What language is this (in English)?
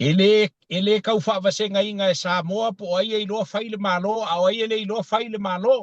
Samoan